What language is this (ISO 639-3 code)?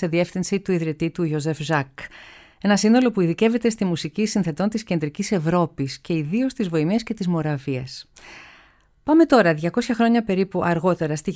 ell